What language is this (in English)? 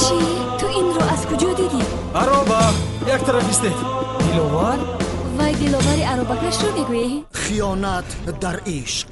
Tajik